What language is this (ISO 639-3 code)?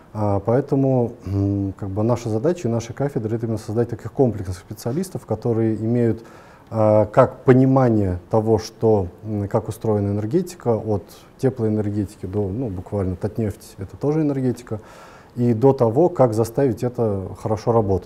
rus